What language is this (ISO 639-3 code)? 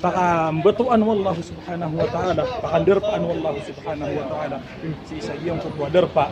mrw